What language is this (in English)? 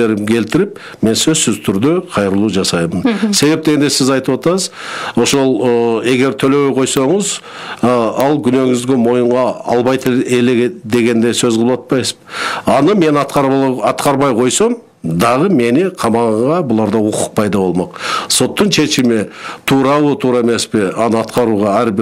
Kyrgyz